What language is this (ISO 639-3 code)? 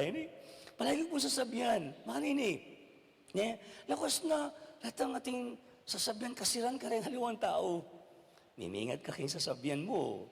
pam